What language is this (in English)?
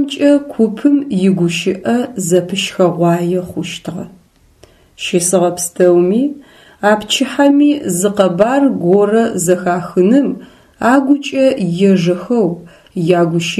Adyghe